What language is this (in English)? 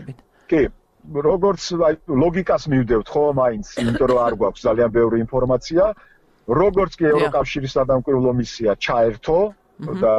Georgian